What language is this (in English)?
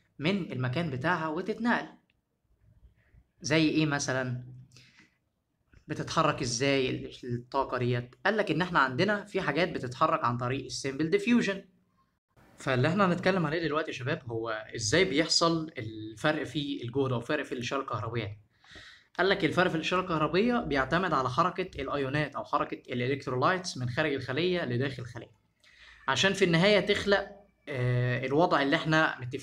Egyptian Arabic